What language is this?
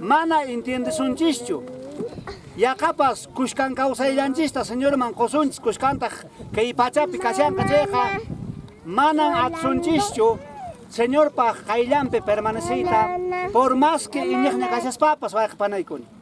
Quechua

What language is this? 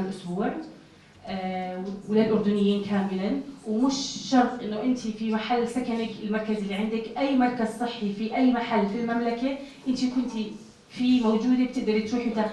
North Levantine Arabic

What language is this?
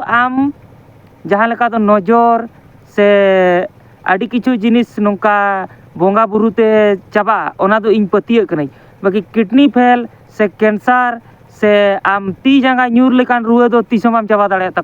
Santali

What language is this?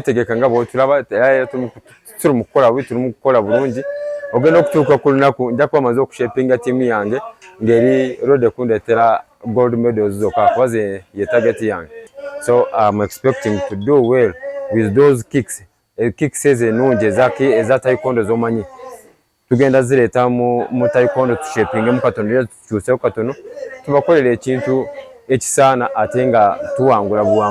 Nyankole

